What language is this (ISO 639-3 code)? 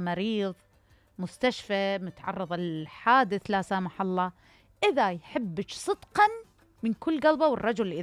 acm